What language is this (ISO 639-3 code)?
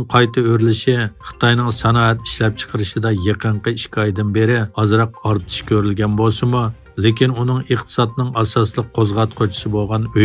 uig